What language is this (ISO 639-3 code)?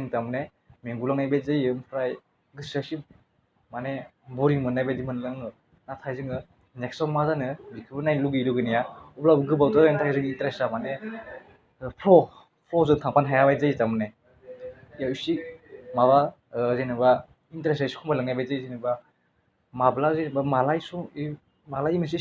brx